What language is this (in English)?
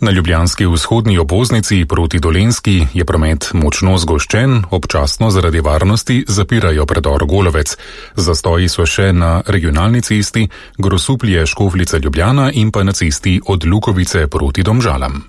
Slovenian